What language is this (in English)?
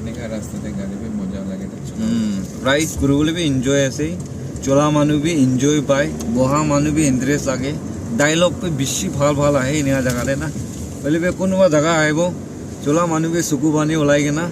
Naga Pidgin